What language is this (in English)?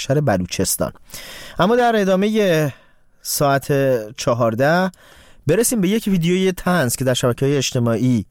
Persian